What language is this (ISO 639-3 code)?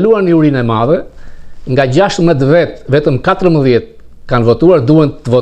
sqi